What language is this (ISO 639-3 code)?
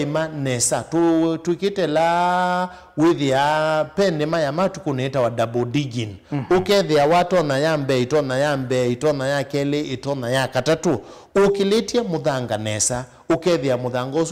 kam